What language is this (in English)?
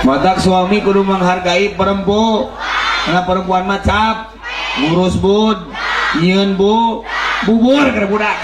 Sundanese